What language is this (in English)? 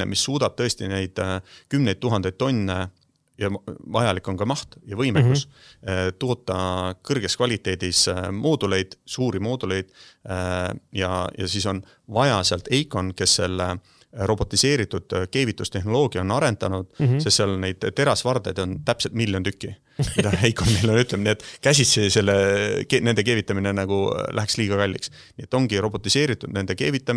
Estonian